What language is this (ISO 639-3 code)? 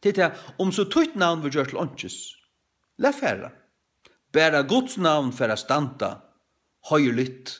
fao